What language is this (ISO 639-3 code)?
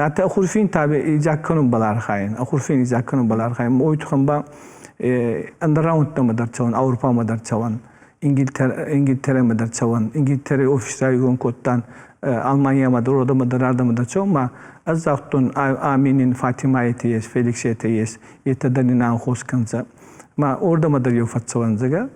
oss